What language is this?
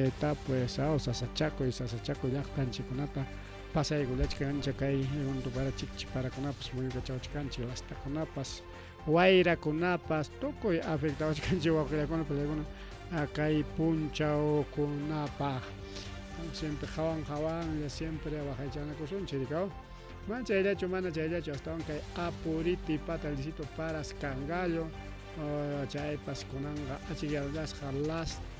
Ayacucho Quechua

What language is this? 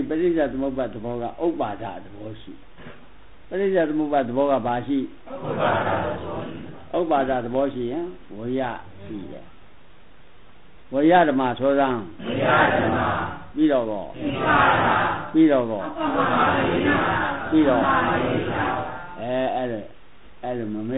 Burmese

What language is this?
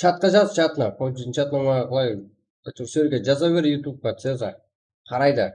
Kara-Kalpak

